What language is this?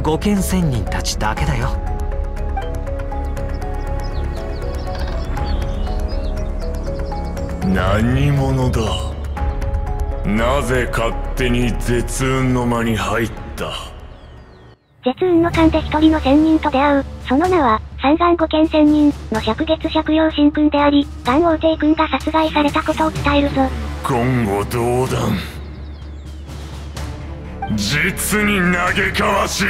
Japanese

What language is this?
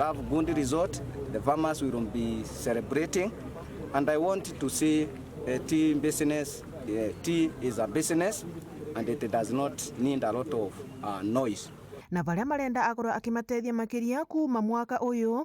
Meru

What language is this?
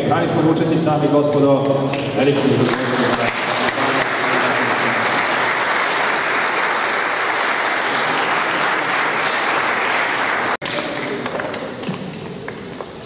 Serbian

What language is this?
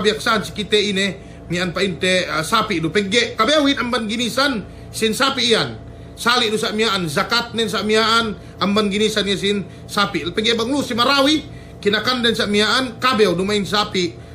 Yakan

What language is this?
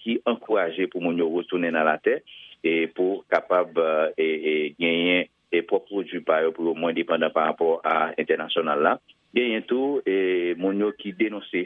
Haitian Creole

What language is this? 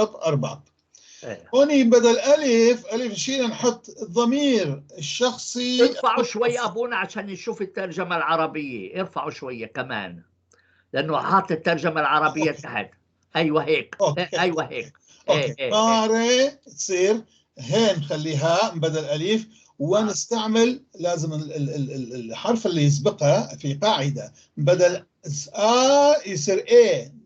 North Levantine Arabic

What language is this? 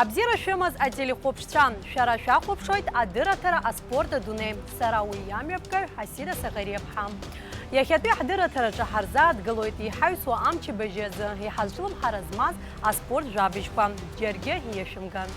Abkhazian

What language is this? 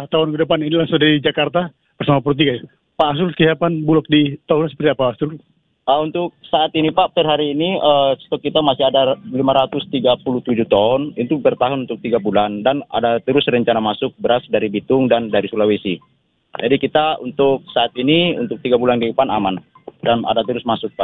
Indonesian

